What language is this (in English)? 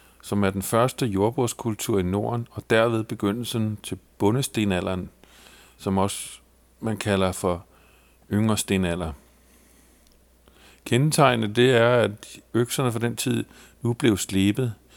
Danish